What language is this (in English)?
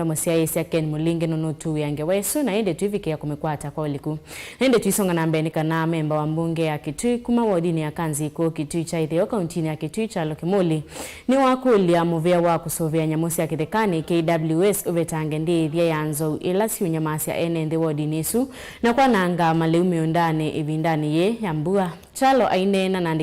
Kamba